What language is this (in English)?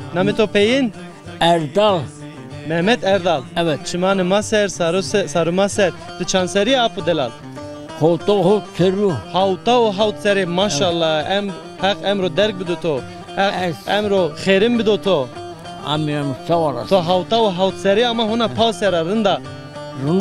Zaza